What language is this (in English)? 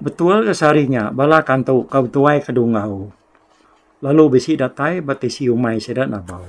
Iban